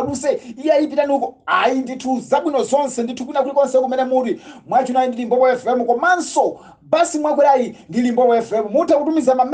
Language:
Nyanja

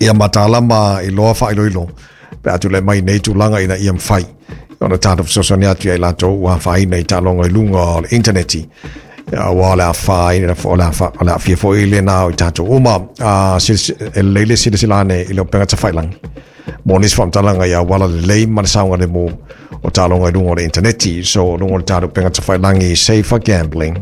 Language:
Samoan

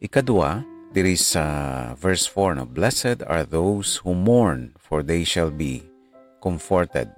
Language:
Hiligaynon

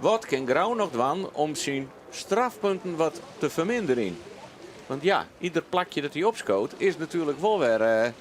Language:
Western Frisian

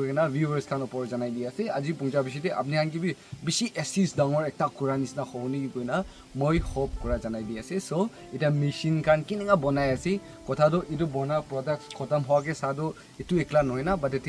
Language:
Naga Pidgin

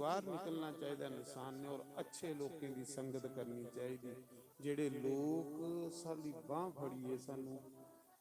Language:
Dogri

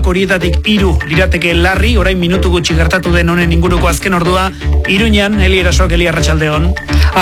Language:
Basque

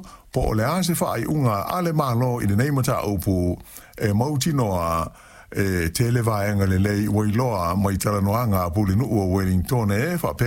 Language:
Samoan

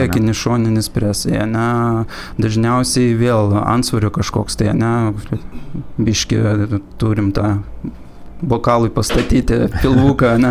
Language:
Lithuanian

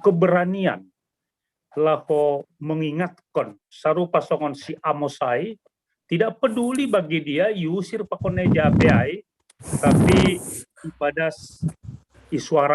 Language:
Batak Simalungun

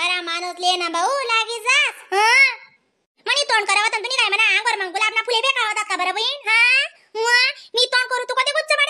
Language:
Khandesi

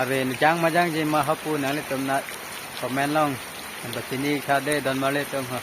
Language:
Karbi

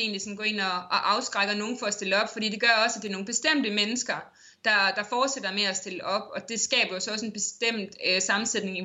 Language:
Danish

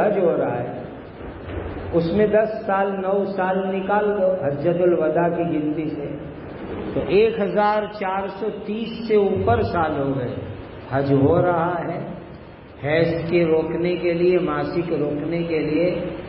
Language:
Urdu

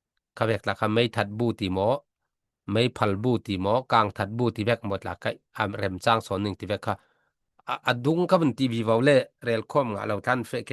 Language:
Falam Chin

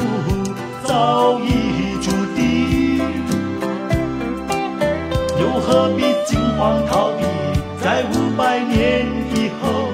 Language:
Chinese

